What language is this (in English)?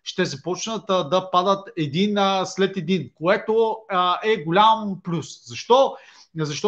Bulgarian